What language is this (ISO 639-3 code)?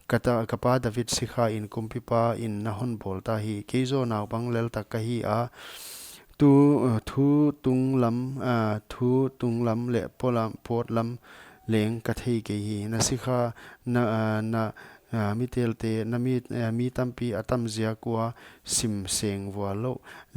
pck